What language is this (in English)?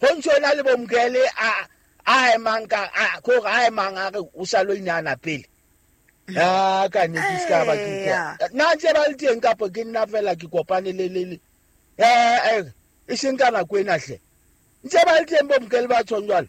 Southern Sotho